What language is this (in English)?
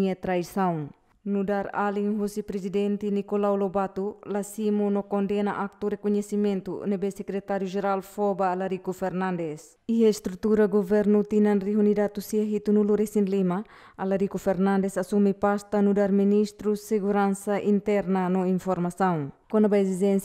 Tetum